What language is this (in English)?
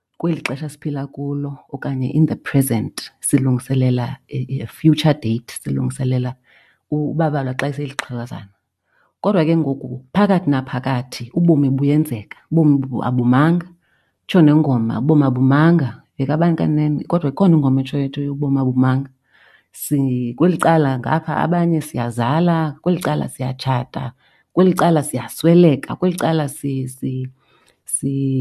Xhosa